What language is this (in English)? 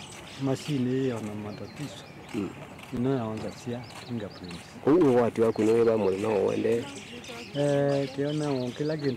Kamba